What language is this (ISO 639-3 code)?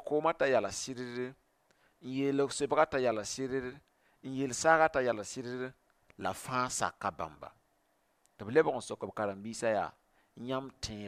mos